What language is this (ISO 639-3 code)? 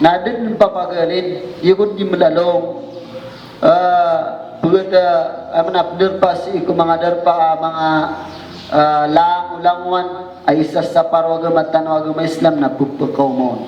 mrw